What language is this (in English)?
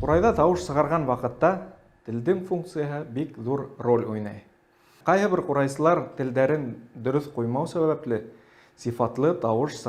Bashkir